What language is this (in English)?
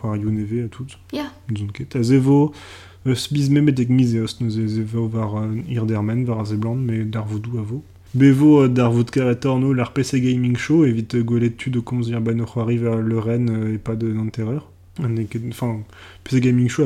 Breton